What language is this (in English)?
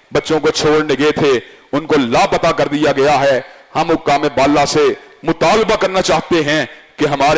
Urdu